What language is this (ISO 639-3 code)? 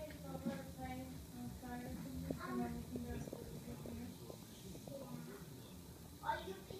eng